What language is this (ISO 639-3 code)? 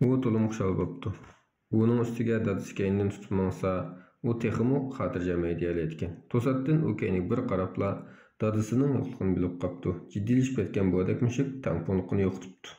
uig